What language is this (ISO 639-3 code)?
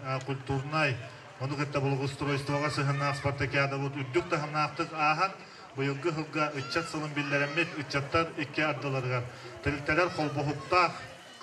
sah